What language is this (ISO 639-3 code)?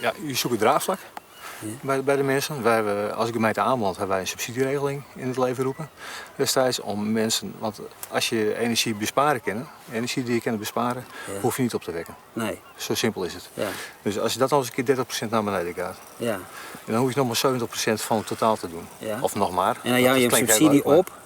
fry